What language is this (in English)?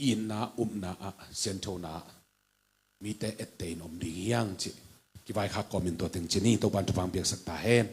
Tedim Chin